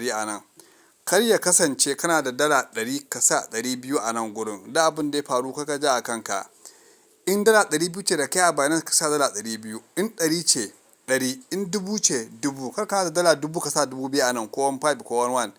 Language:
Hausa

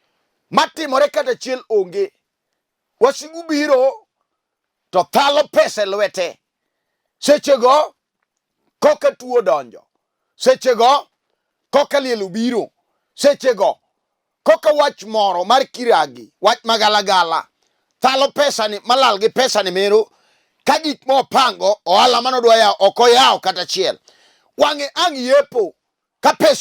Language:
Luo (Kenya and Tanzania)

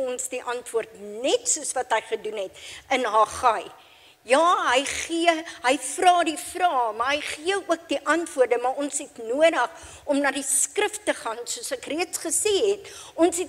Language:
Afrikaans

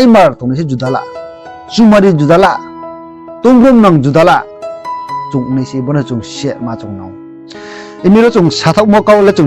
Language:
Riang (India)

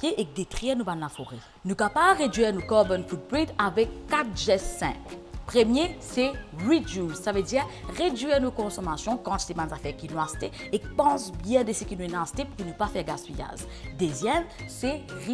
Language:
Morisyen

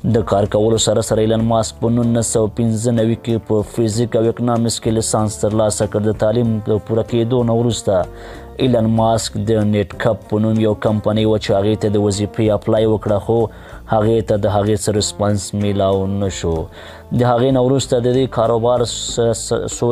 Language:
Pashto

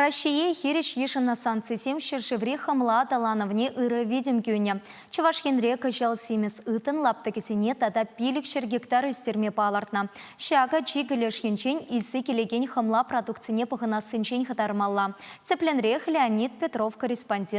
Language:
Chuvash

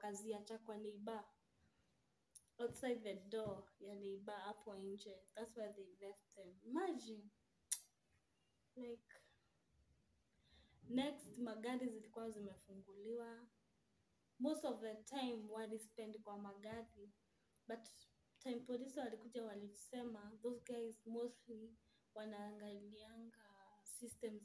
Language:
Swahili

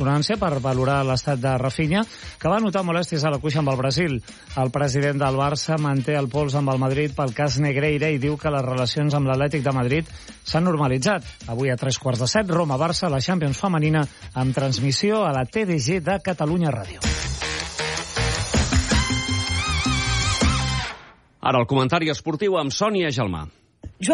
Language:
Catalan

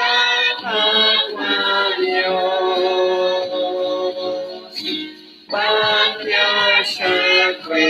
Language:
Kekchí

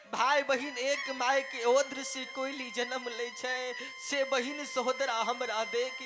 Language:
Maithili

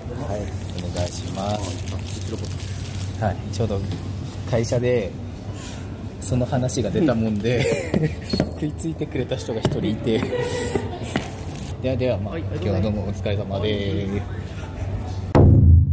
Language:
Japanese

